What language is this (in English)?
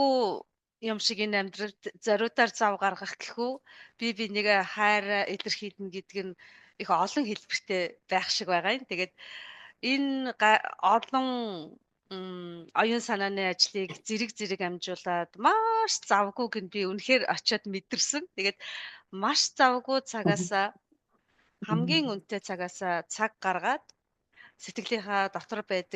Mongolian